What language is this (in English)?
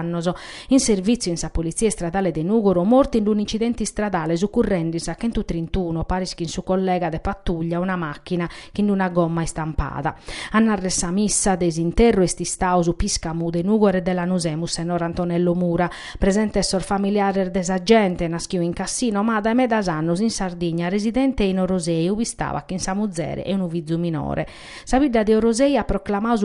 Sardinian